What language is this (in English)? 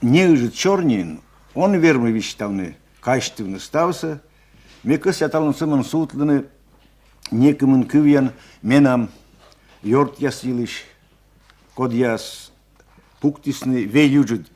Komi